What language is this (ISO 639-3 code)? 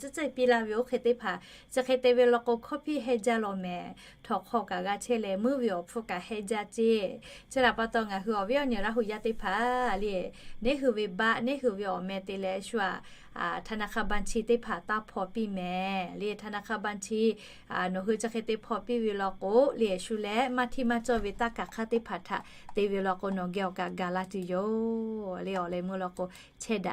lhu